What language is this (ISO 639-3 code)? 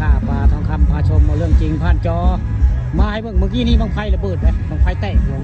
tts